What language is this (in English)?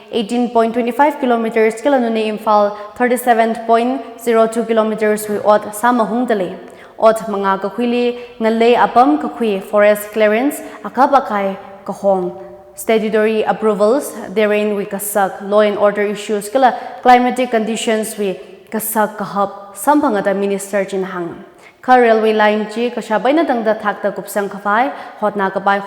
Tangkhul Naga (India)